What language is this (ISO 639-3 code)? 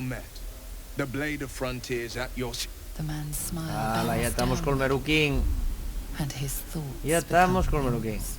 ast